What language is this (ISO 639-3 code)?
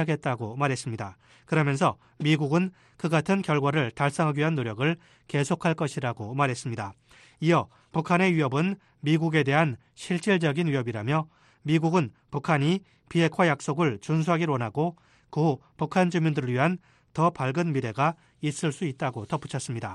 kor